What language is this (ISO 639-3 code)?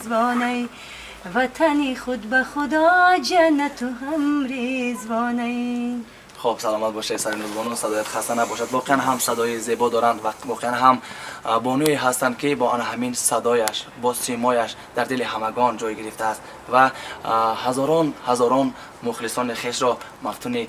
tgk